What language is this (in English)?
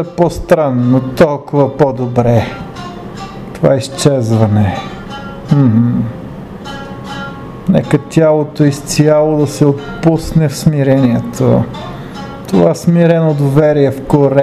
Bulgarian